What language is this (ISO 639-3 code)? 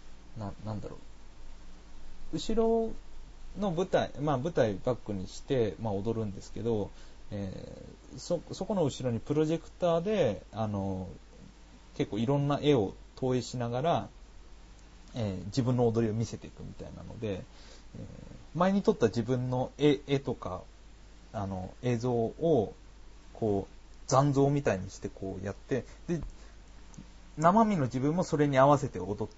jpn